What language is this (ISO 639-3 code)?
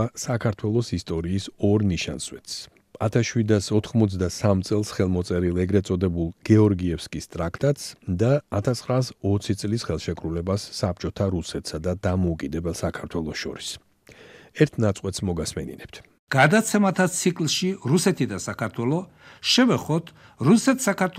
kat